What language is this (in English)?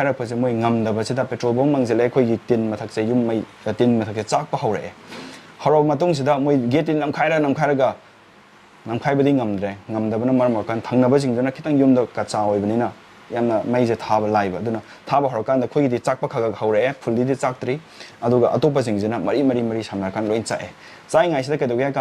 Manipuri